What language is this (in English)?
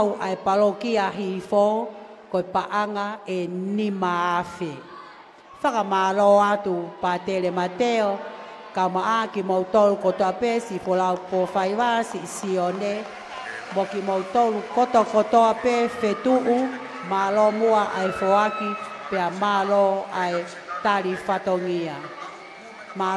Tongan